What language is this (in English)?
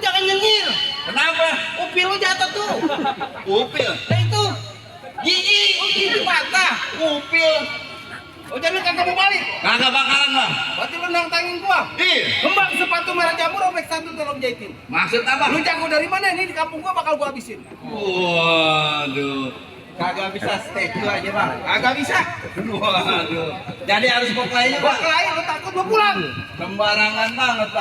Betawi